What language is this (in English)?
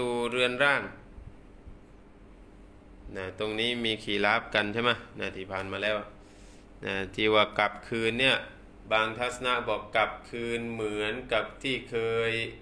Thai